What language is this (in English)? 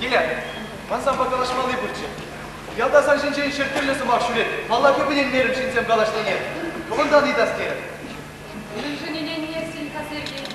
Chuvash